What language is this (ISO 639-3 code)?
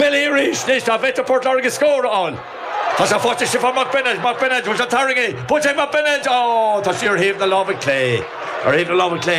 gle